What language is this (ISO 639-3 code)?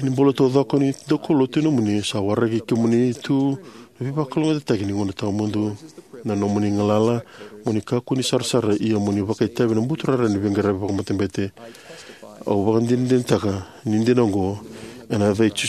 fij